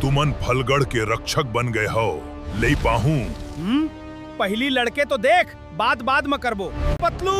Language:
Chhattisgarhi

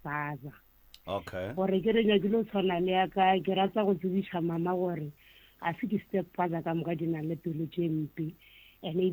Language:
Northern Sotho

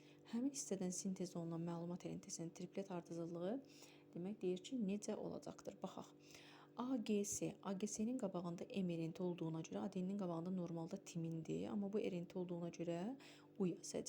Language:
Azerbaijani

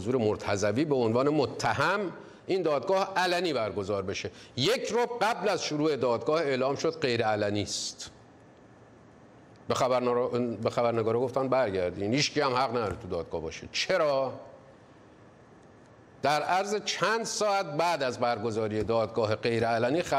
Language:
Persian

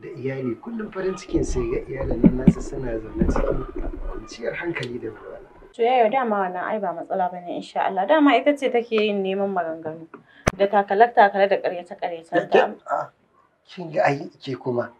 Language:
Hausa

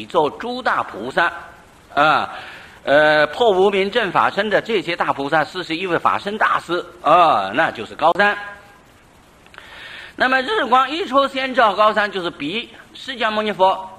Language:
Chinese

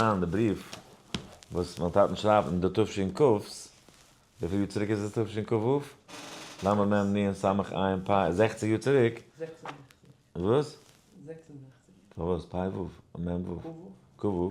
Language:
Yiddish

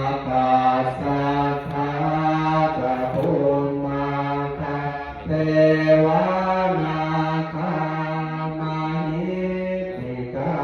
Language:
Pali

